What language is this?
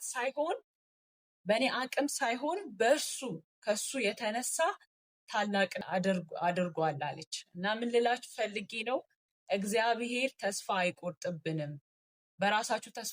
Amharic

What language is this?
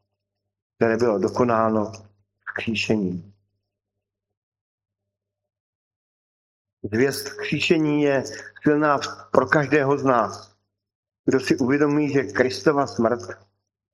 Czech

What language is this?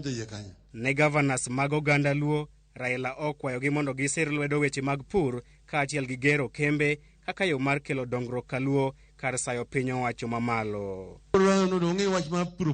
Luo (Kenya and Tanzania)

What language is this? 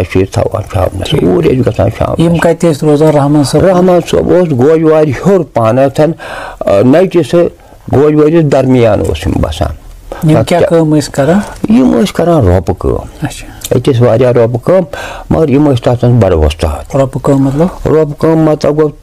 Kashmiri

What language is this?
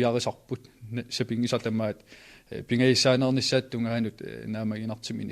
Kalaallisut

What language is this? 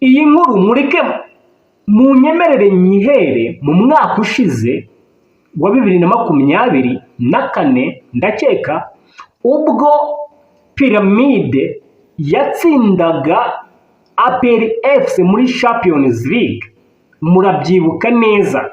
Kinyarwanda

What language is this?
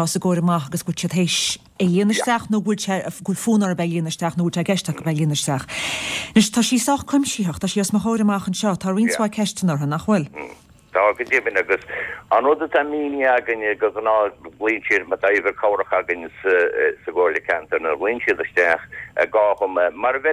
Irish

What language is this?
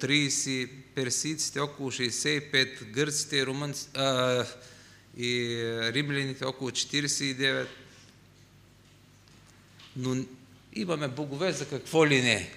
Bulgarian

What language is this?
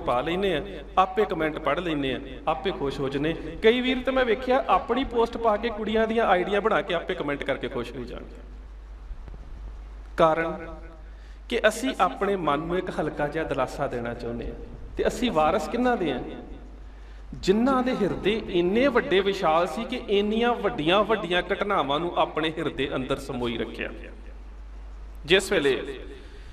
Punjabi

